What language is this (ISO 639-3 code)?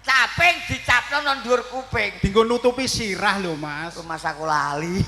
jav